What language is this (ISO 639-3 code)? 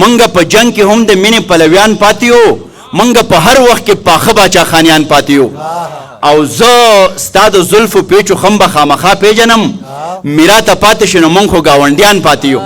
pus